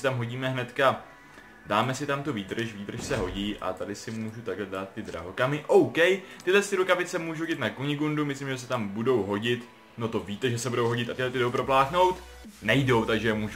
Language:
Czech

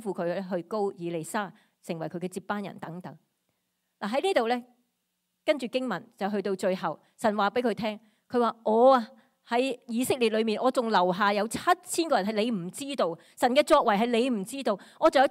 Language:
Cantonese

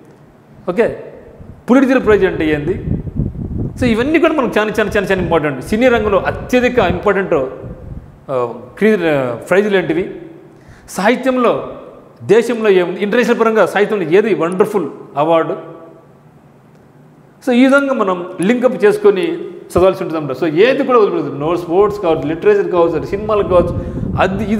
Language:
Telugu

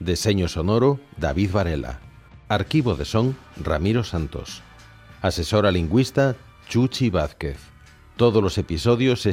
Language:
Galician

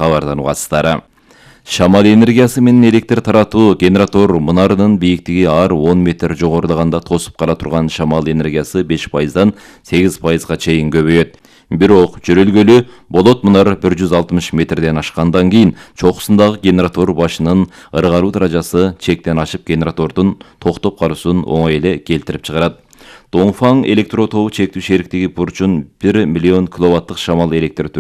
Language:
Kyrgyz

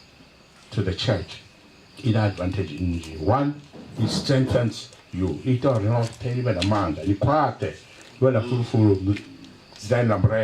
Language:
Venda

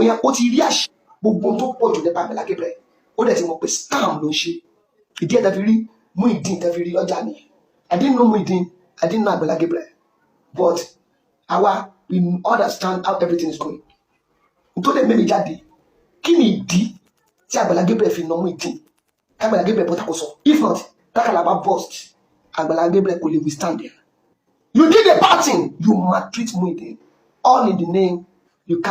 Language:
Yoruba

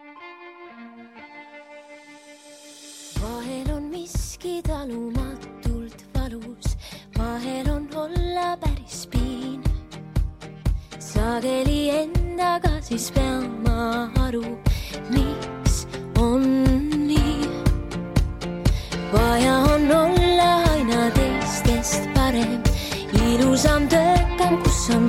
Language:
Estonian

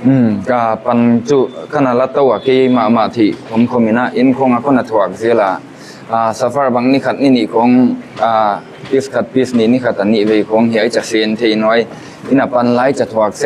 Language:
Paite Chin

